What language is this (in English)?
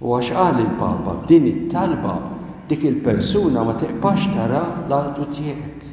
Maltese